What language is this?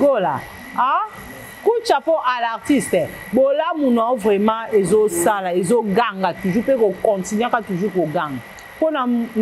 Lingala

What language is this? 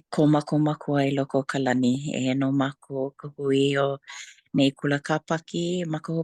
Hawaiian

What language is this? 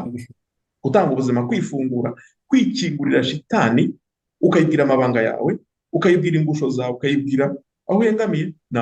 Kinyarwanda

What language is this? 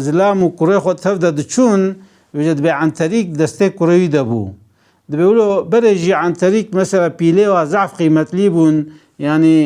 Kurdish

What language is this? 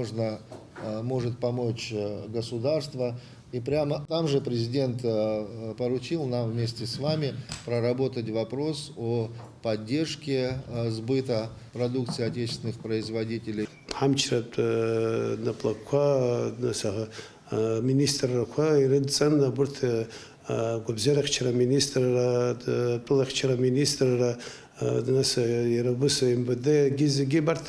Abkhazian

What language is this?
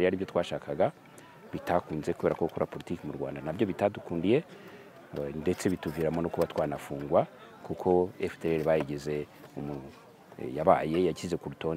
Kinyarwanda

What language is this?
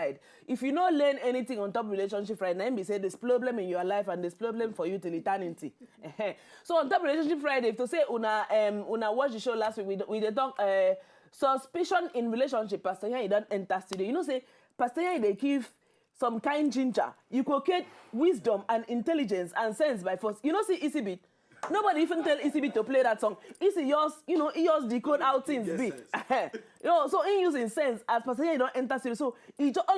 Nigerian Pidgin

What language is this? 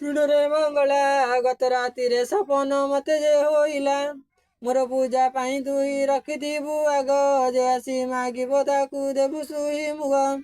Odia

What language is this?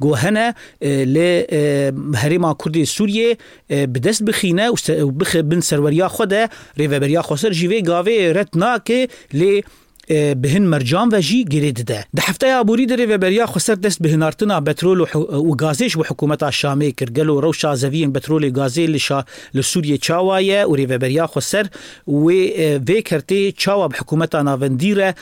Kurdish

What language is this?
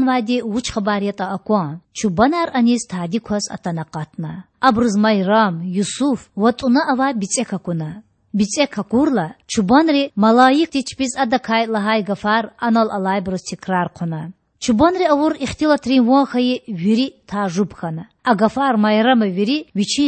Lezghian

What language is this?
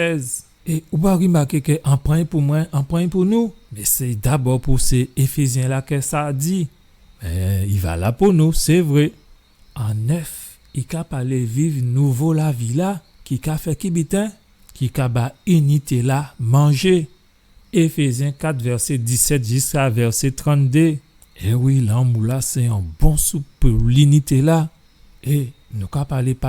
Guadeloupean Creole French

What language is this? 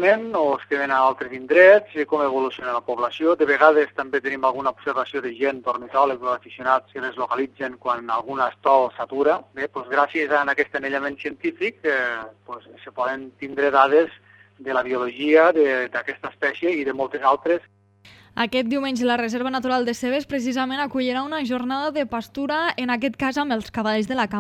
Catalan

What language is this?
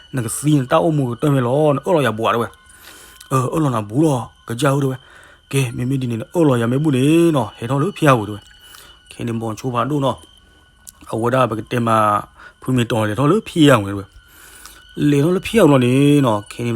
S'gaw Karen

